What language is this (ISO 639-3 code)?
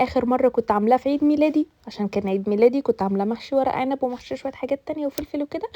arz